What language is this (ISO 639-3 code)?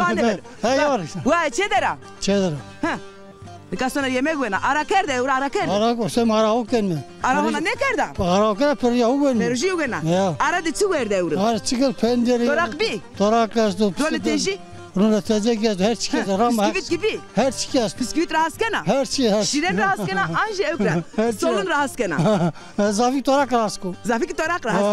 zza